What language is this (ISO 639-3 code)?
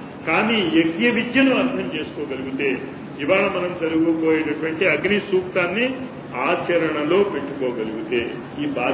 tel